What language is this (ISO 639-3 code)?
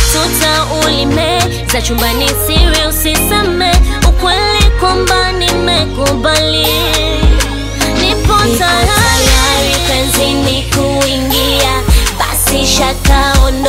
swa